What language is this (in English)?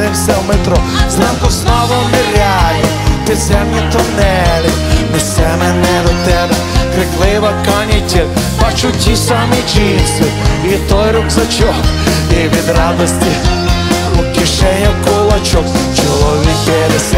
Ukrainian